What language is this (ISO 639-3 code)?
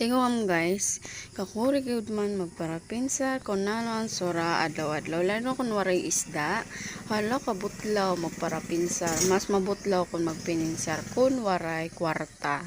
war